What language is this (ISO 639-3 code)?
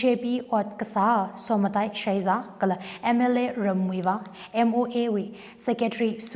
nmf